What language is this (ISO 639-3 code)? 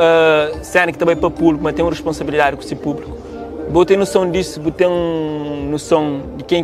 kea